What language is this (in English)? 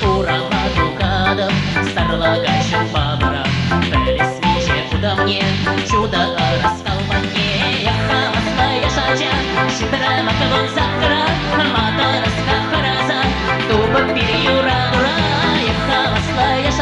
Chuvash